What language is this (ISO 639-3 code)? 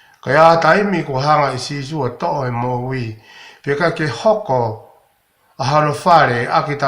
ton